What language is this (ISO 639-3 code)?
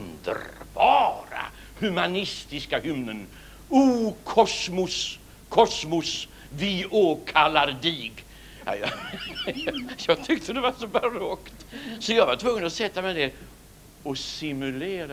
swe